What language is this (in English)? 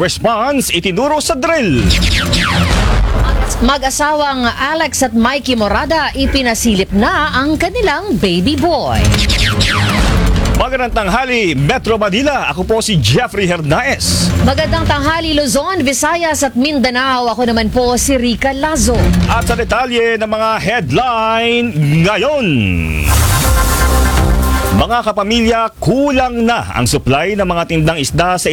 Filipino